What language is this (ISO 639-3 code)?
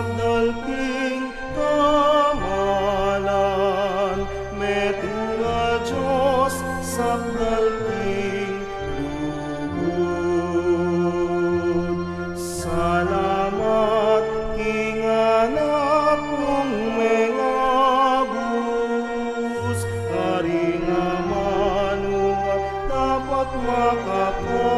pam